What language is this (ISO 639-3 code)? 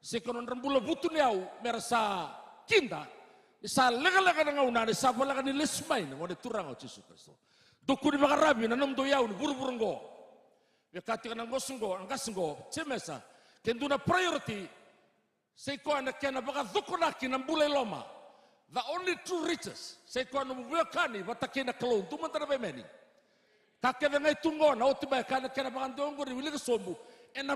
fij